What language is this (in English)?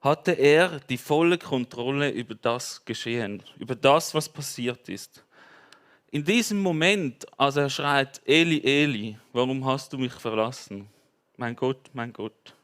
Swiss German